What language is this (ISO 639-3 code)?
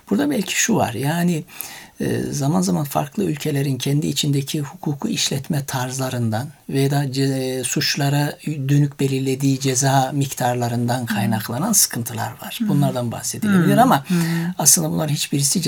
tur